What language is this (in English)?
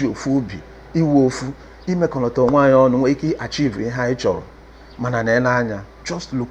Igbo